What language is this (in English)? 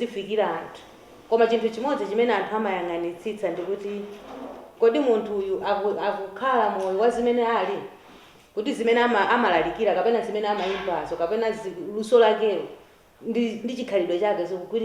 Nyanja